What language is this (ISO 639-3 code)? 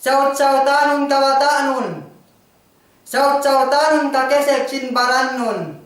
yka